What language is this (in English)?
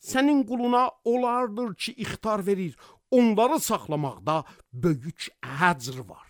Azerbaijani